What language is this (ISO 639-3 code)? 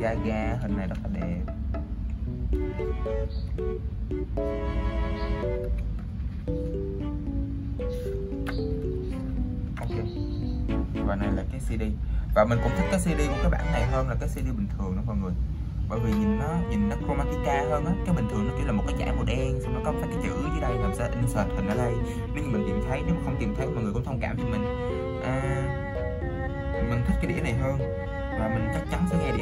vie